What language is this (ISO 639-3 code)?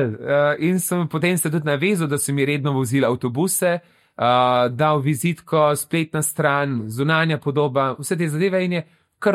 slv